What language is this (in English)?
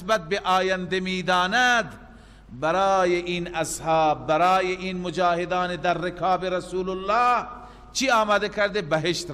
Persian